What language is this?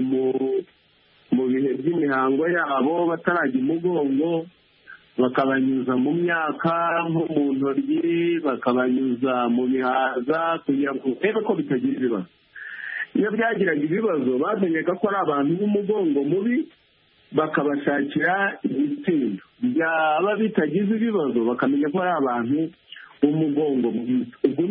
Kinyarwanda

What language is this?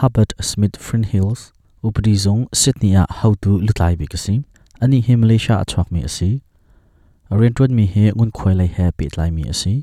Hakha Chin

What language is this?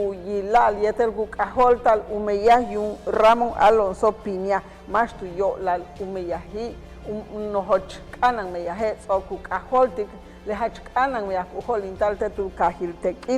Yucateco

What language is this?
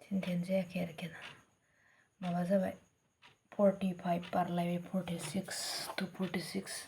Bodo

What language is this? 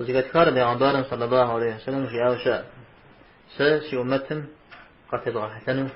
Kabardian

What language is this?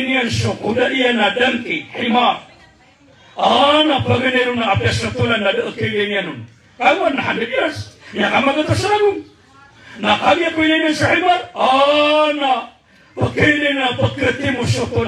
Maranao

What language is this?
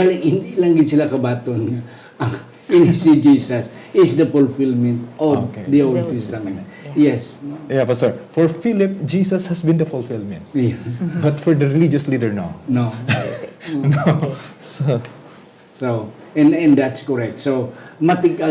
Hiligaynon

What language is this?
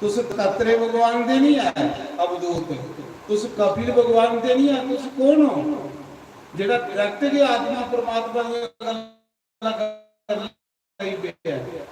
Dogri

